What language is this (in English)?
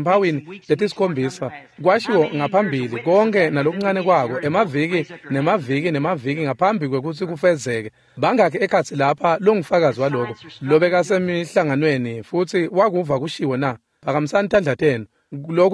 Swati